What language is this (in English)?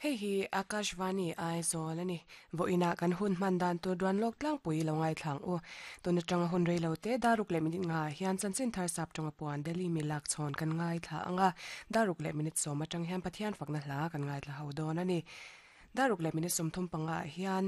Mizo